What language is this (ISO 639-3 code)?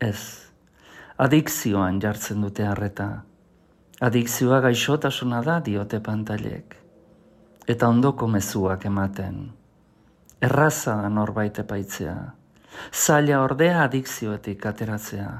eus